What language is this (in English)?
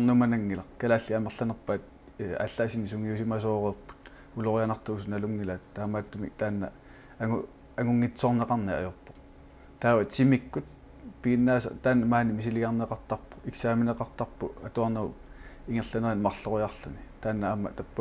Kalaallisut